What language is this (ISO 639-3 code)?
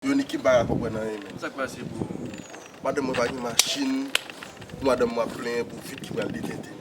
hat